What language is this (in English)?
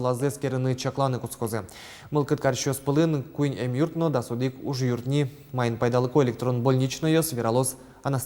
Udmurt